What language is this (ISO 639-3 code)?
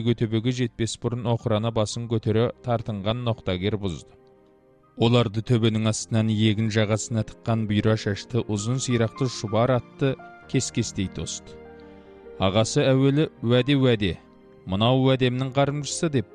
kaz